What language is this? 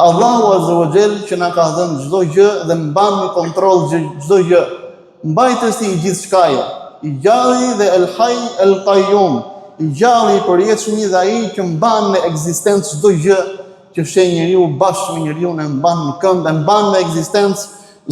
Albanian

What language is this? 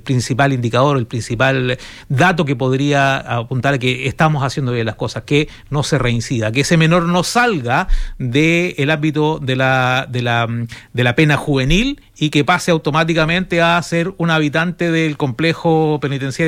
Spanish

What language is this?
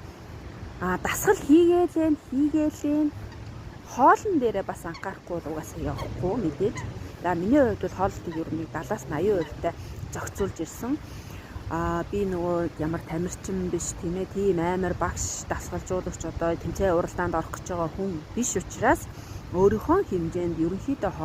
Mongolian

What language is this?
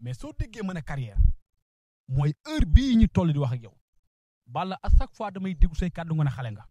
Wolof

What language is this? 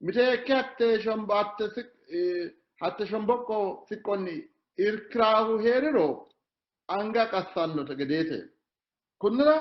Sidamo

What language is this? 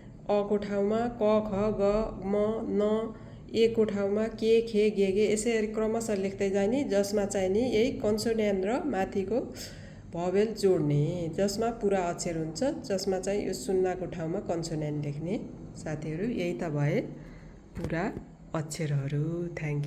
Nepali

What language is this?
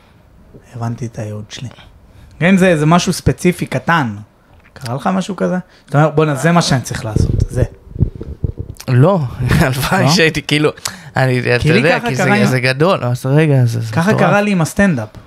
Hebrew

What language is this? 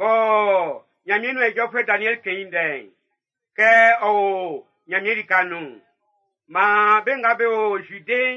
Baoulé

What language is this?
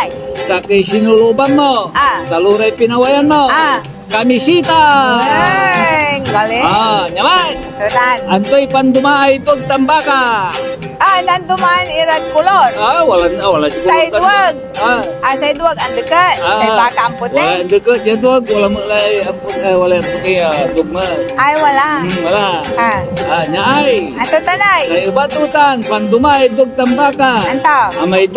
Pangasinan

